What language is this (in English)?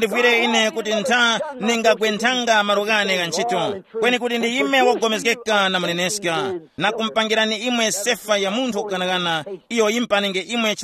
Tumbuka